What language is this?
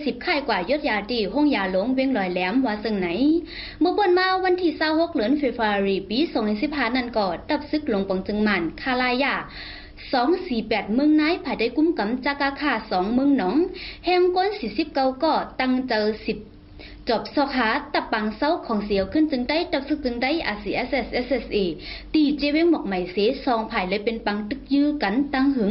Shan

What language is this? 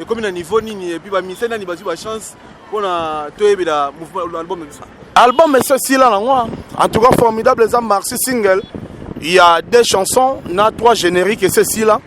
Lingala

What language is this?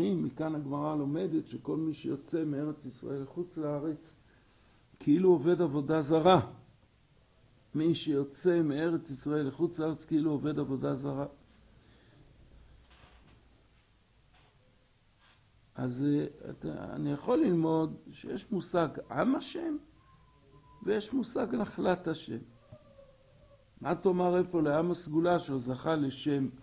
Hebrew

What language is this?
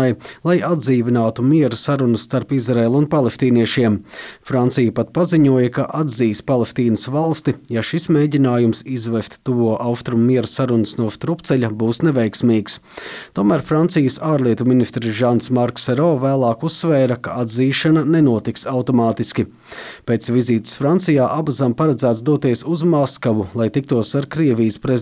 Latvian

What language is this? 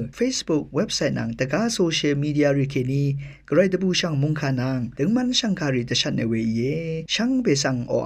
Rawang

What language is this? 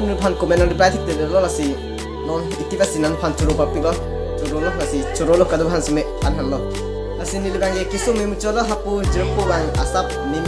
Karbi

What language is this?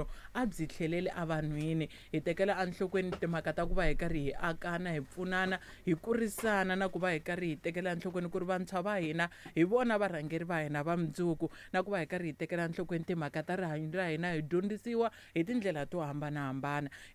Tsonga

